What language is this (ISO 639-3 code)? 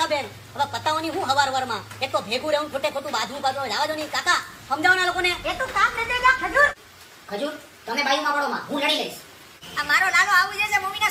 guj